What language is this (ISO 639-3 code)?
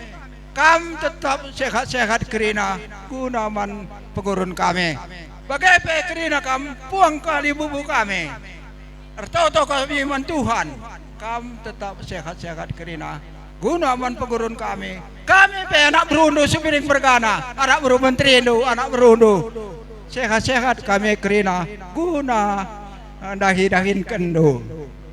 btx